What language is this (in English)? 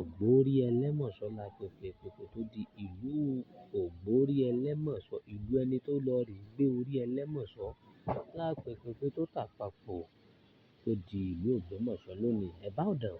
Yoruba